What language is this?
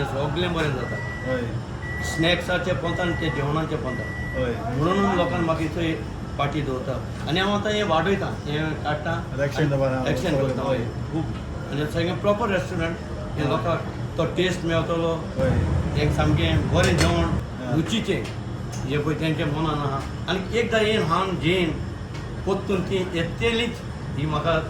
Konkani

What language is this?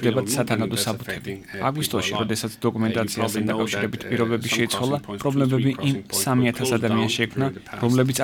Georgian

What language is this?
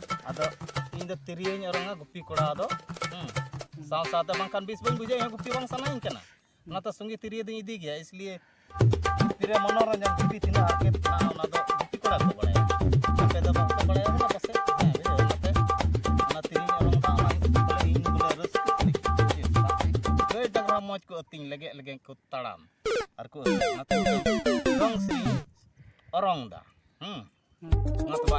Santali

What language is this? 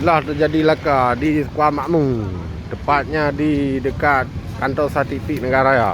Achinese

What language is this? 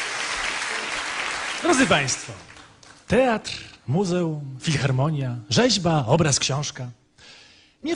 Polish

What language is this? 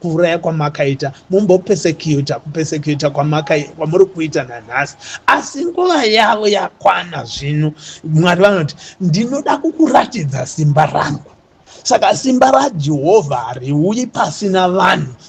Shona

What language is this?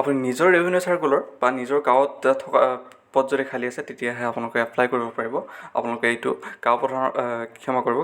Assamese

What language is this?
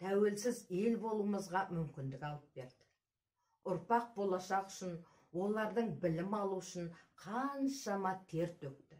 Kazakh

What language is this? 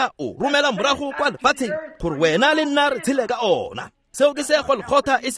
Tswana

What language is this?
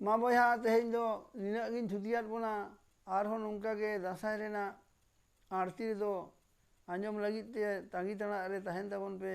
Santali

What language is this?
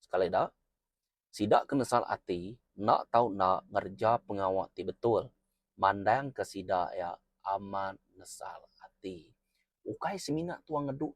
Iban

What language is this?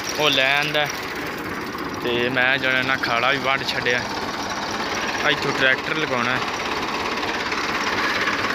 Punjabi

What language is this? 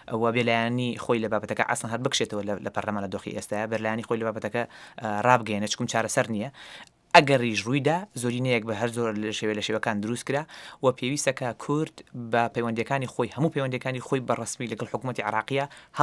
Central Kurdish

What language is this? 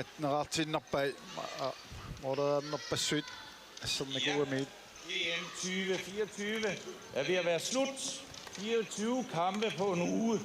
Kalaallisut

